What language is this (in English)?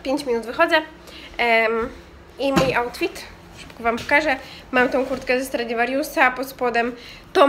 Polish